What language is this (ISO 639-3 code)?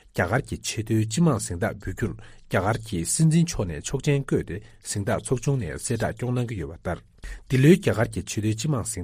bod